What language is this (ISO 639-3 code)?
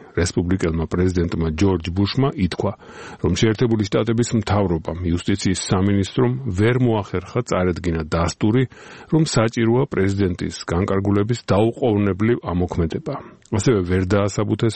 kat